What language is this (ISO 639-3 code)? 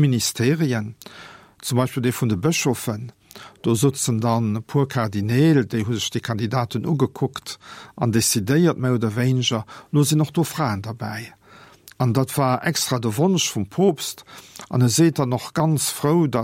ltz